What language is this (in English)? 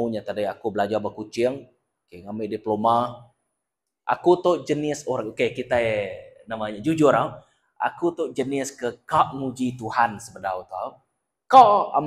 Iban